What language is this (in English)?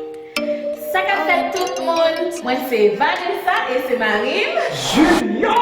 Haitian Creole